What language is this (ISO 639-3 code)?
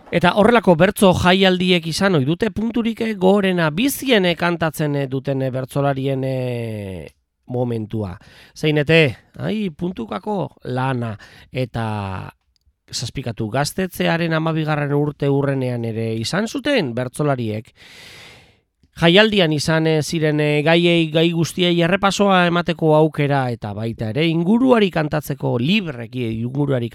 eus